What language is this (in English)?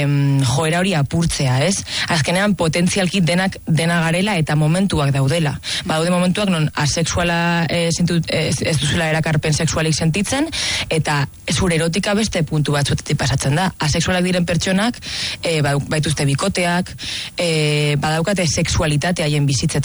Basque